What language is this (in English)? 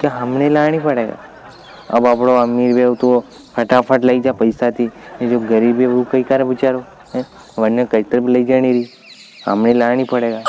Rajasthani